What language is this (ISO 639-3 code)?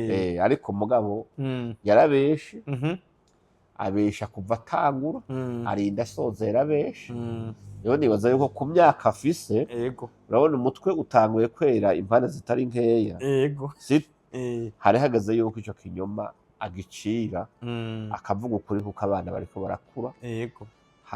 run